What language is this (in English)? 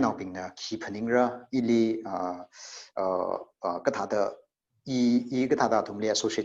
Tangkhul Naga (India)